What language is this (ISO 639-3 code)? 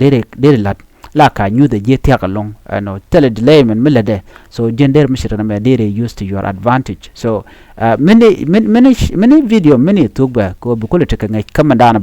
nus